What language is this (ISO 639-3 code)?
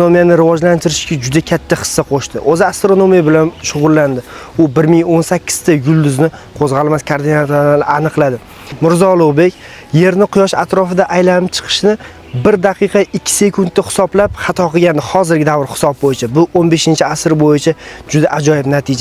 uzb